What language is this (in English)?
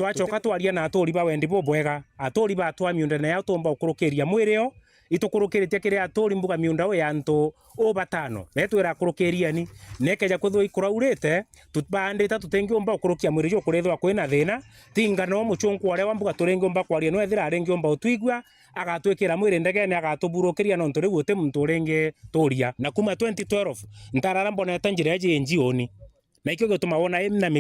Meru